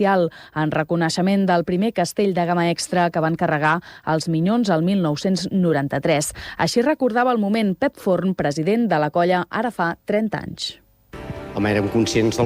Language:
Catalan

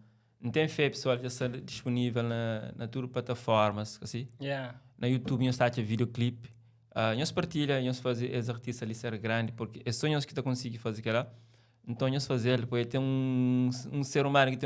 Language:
Kabuverdianu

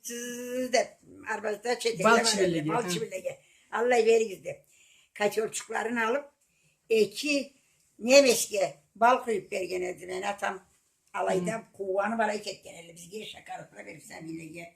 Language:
Karachay-Balkar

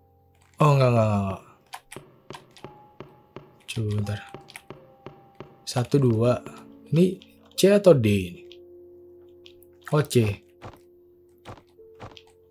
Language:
Indonesian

